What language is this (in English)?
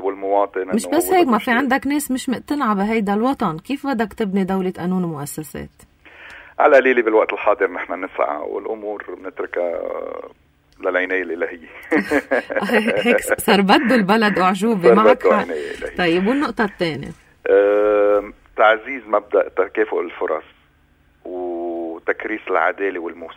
North Levantine Arabic